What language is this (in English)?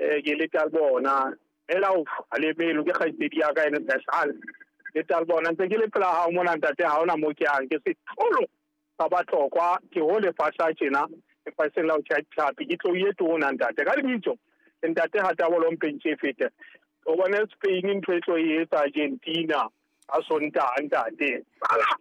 Southern Sotho